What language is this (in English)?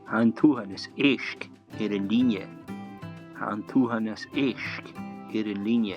Scottish Gaelic